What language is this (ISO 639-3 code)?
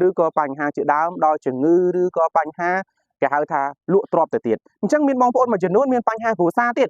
khm